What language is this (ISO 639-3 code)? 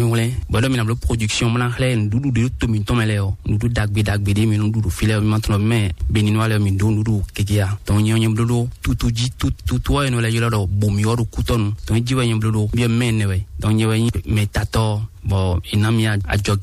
fon